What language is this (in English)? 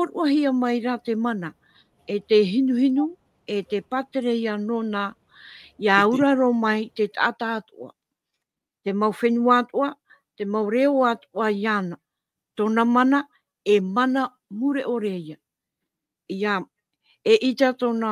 Tahitian